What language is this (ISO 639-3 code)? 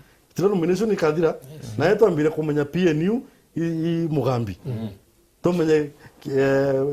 mer